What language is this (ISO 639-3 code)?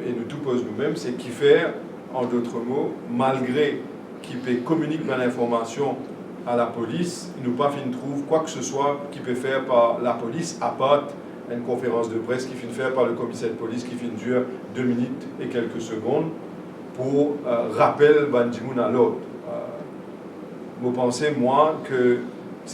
mfe